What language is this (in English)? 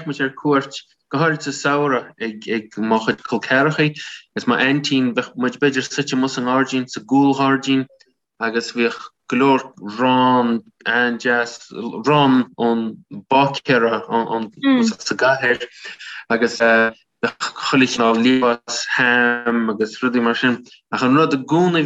Irish